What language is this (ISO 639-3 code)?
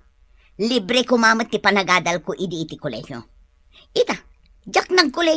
ilo